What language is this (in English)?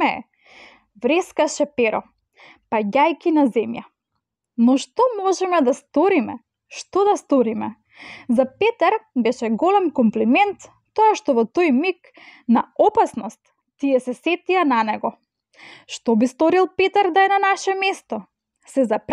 Macedonian